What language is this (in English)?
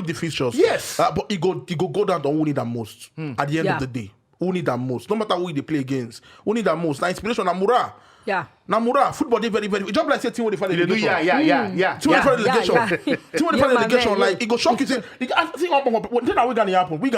Nigerian Pidgin